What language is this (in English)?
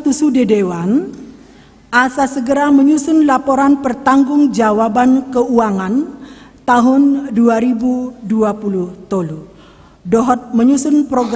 Batak Toba